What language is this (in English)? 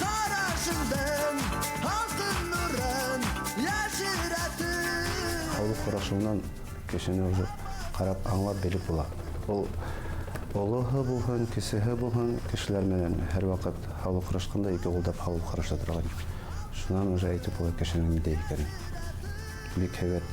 Bashkir